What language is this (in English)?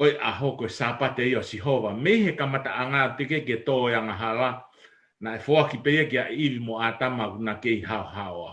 Tongan